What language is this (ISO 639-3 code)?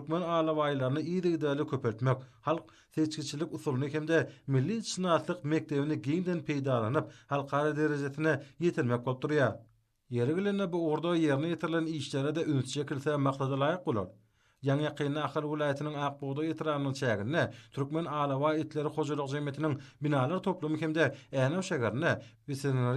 tuk